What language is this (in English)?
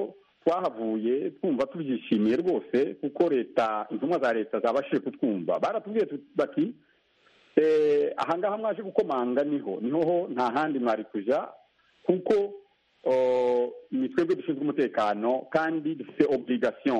Kinyarwanda